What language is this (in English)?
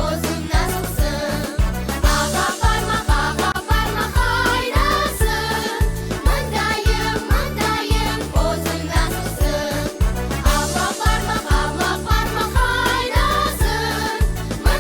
Crimean Tatar